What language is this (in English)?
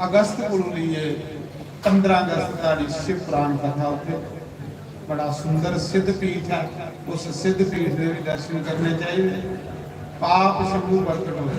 Dogri